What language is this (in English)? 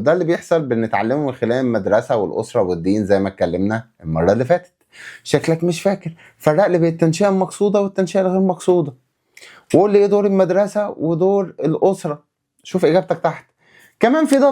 Egyptian Arabic